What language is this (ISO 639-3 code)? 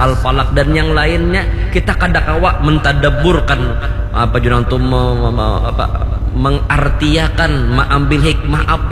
bjn